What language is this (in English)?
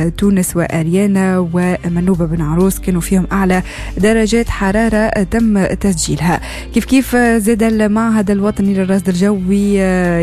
Tunisian Arabic